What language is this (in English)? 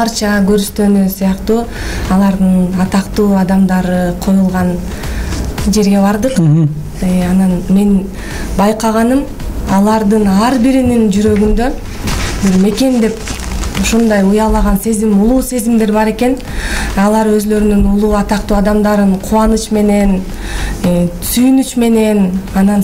Kyrgyz